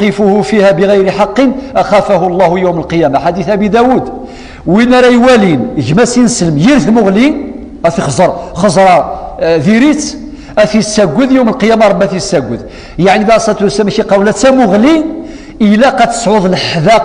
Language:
Kabyle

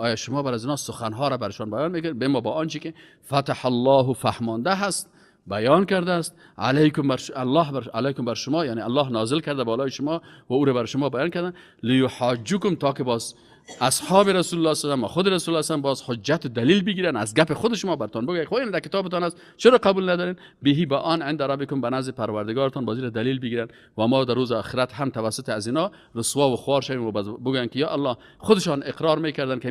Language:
Persian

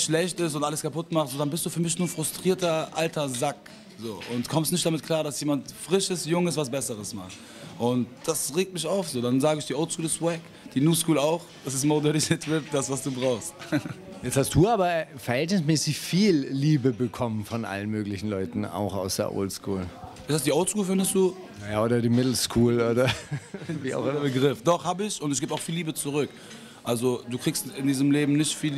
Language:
German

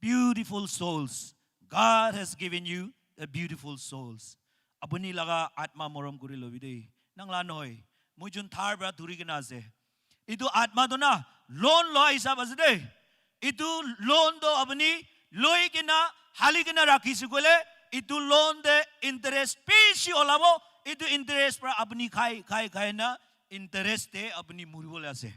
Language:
Naga Pidgin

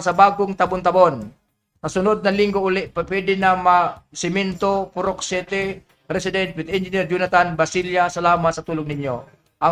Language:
Bikol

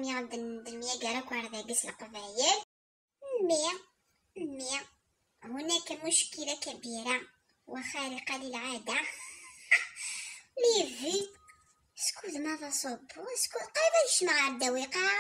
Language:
Kabyle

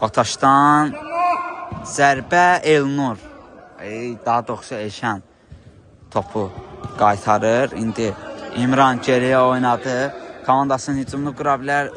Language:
Azerbaijani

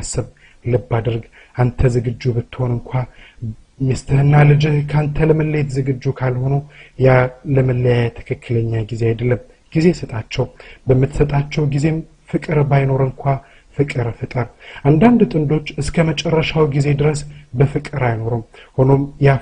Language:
Amharic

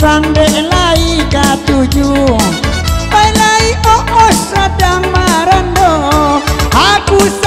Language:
Minangkabau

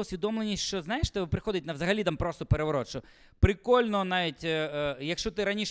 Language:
Ukrainian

